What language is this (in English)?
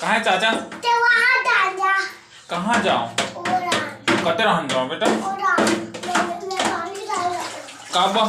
Chhattisgarhi